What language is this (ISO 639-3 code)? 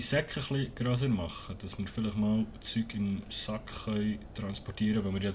gsw